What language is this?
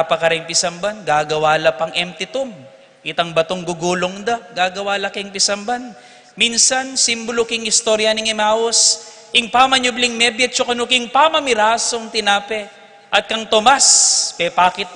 Pampanga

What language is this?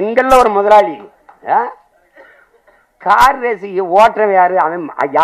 Tamil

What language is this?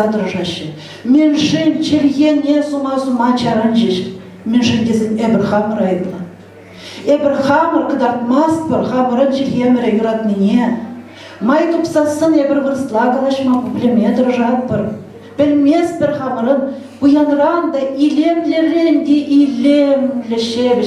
Chuvash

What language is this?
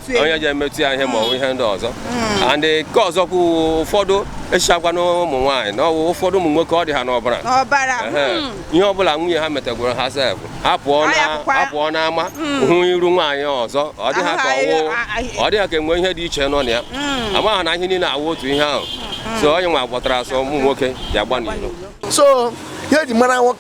Igbo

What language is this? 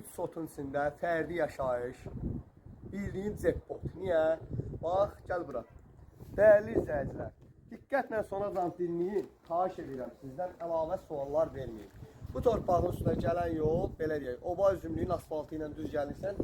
Azerbaijani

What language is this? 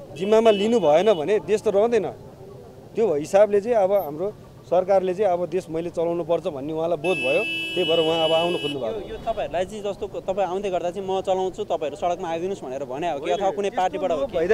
Nepali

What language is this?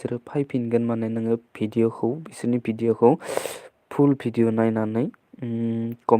Bodo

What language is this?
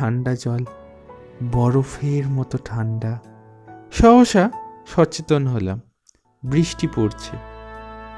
Bangla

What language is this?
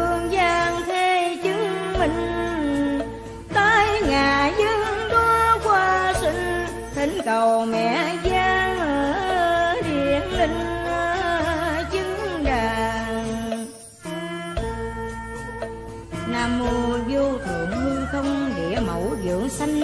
Vietnamese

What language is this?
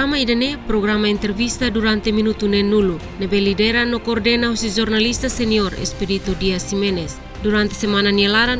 Tetum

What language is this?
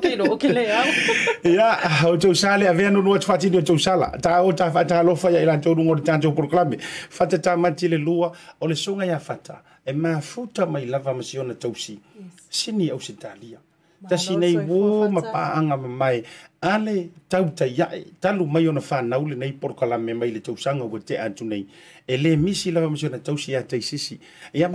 Samoan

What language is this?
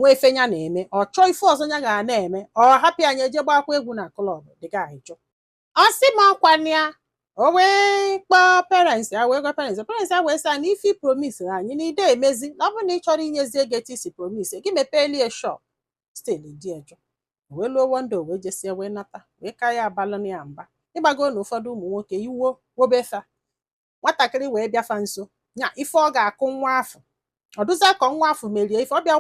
Igbo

